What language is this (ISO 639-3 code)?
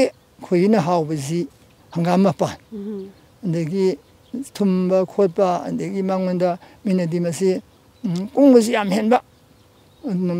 mni